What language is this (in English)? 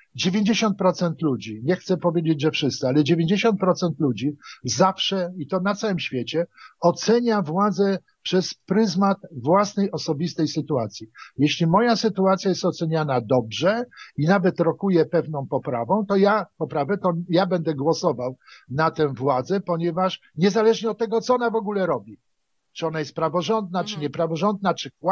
Polish